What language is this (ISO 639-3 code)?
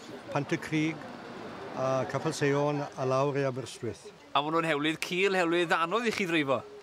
cym